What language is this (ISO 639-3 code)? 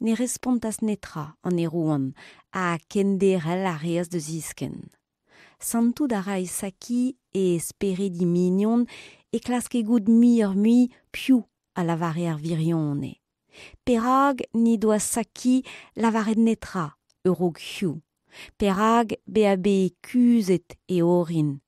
bre